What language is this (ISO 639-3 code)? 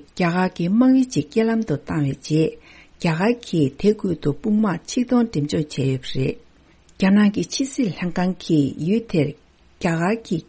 bod